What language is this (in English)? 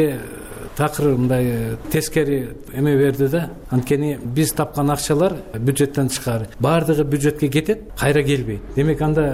Kyrgyz